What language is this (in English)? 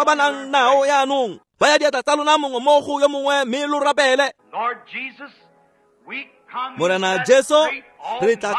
Tswana